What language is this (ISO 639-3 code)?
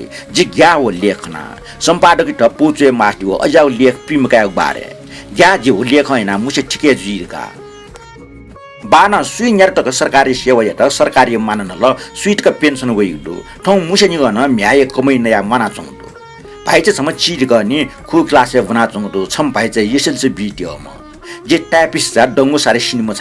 new